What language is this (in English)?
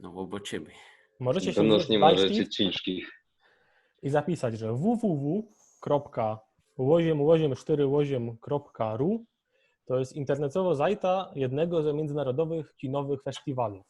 Silesian